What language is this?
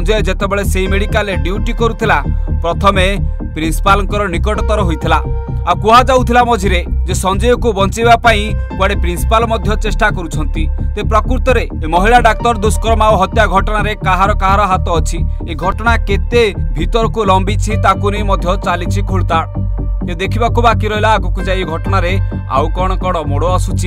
Odia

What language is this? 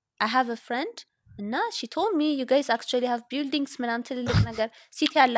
Amharic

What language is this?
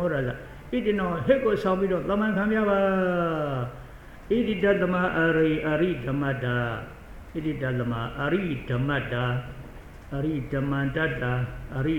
Burmese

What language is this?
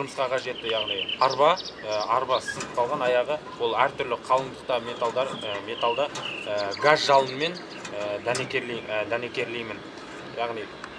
Kazakh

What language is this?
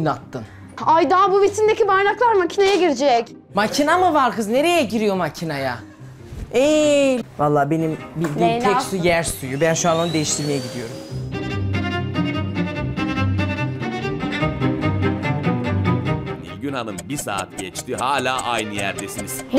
Turkish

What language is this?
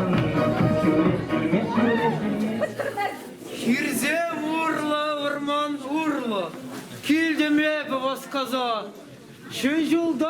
Chuvash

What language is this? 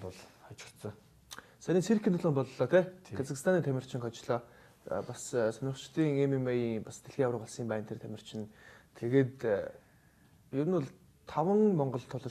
Mongolian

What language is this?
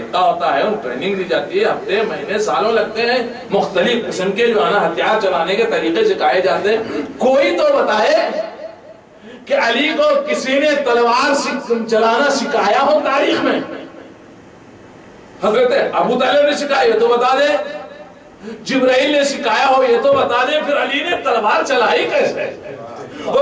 Urdu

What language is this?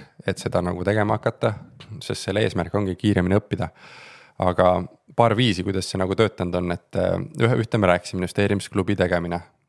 Estonian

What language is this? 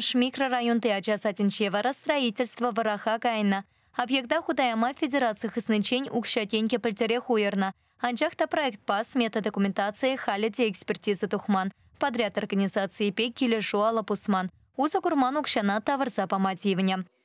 Chuvash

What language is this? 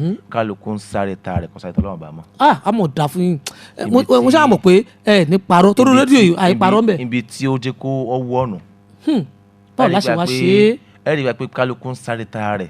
Yoruba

